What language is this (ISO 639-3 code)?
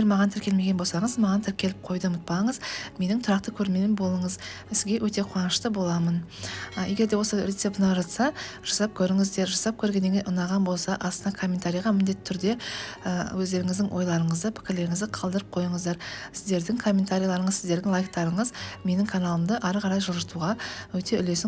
kaz